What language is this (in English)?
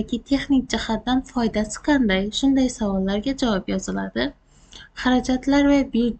Uzbek